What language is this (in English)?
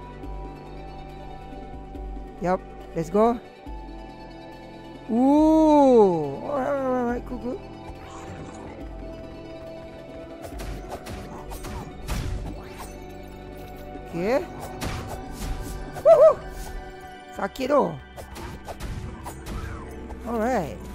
Malay